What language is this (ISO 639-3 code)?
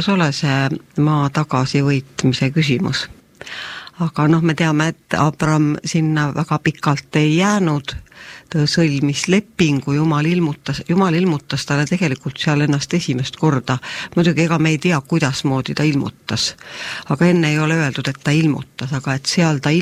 est